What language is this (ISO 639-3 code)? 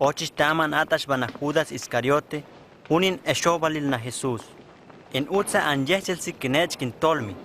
hus